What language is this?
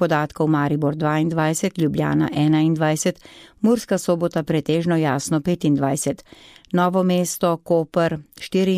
Slovenian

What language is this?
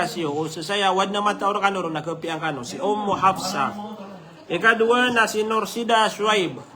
Maranao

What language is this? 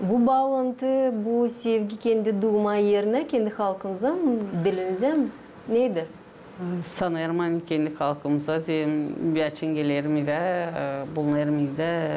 Gagauz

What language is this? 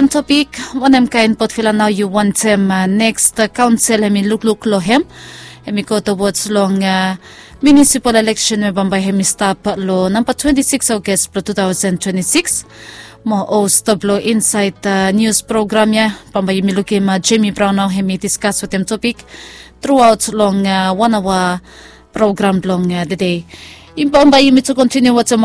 Bislama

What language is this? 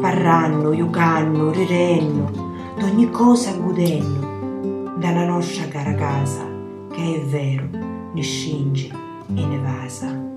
Sicilian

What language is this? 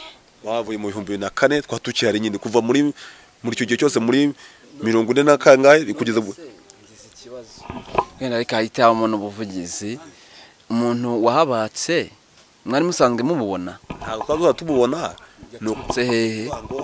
Kinyarwanda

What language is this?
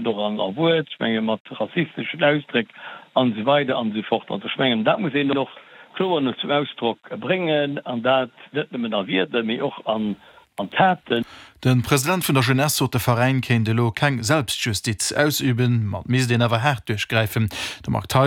Luxembourgish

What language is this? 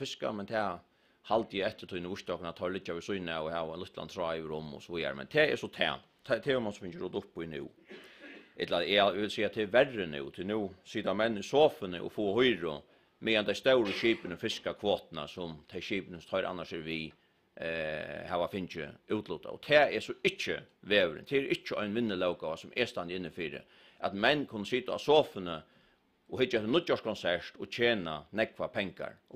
Faroese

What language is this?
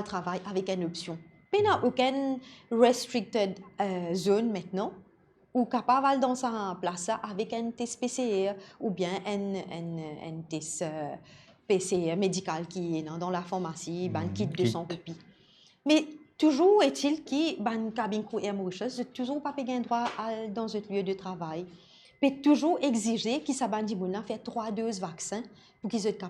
Morisyen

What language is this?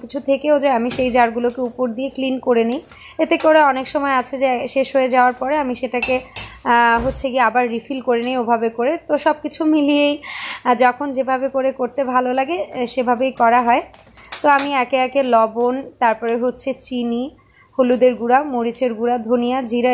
Bangla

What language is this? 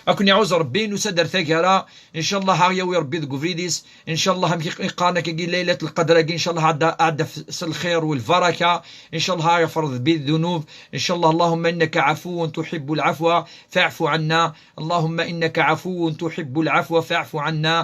Kabyle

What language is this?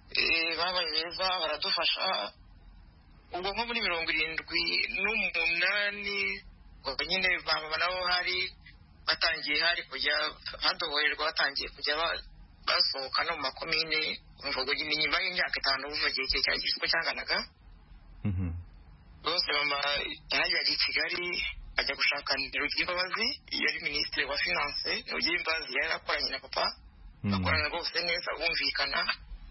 Kinyarwanda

